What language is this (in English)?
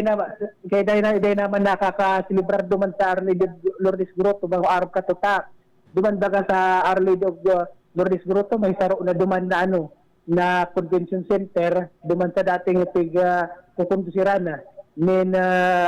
Bikol